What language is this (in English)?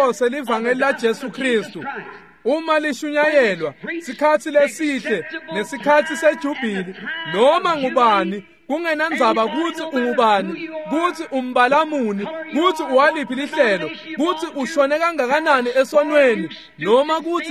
Swati